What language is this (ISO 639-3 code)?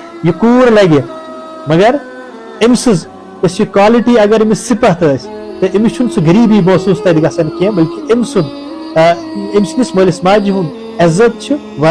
kas